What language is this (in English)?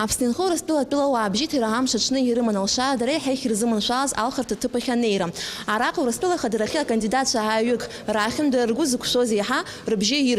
Abkhazian